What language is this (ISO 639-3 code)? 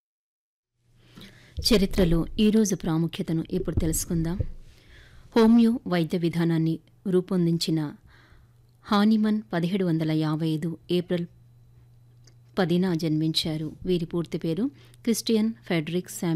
tel